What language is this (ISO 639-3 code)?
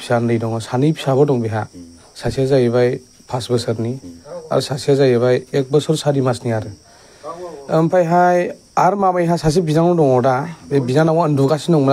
brx